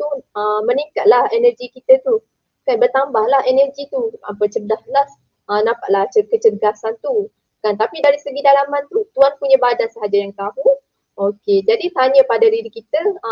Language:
Malay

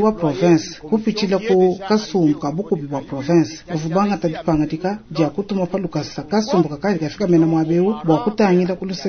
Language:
Luba-Lulua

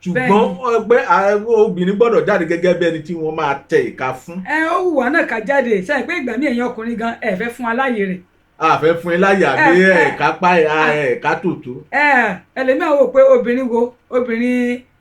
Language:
Yoruba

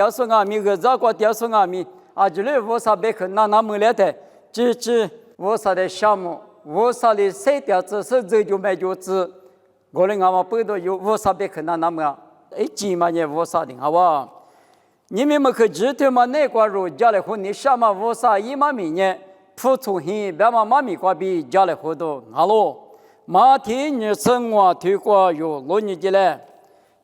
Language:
Lisu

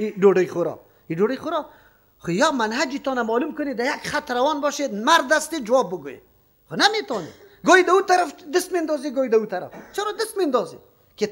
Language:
Persian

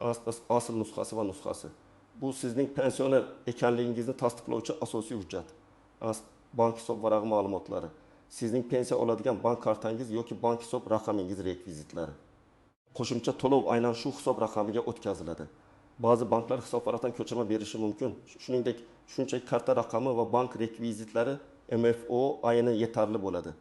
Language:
Uzbek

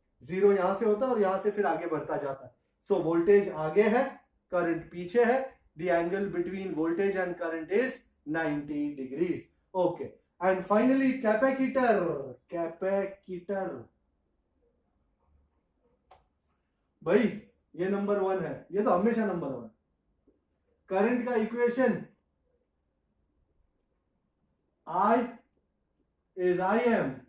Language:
Hindi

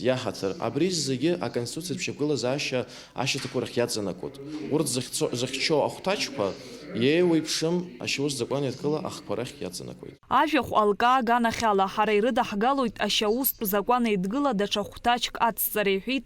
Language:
Abkhazian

